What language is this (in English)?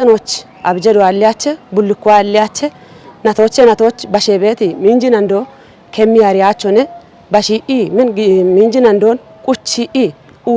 Kafa